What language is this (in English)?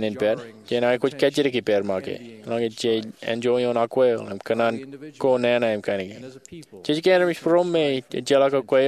Marshallese